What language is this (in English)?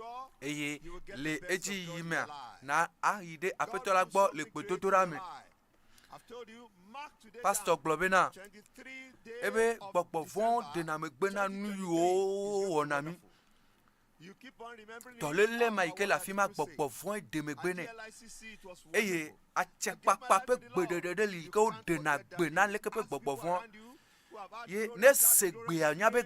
Ewe